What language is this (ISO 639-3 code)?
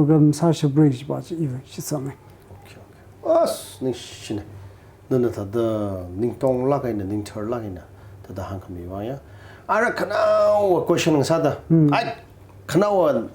nmf